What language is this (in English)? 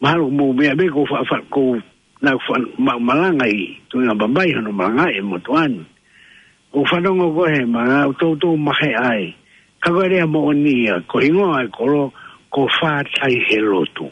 Tongan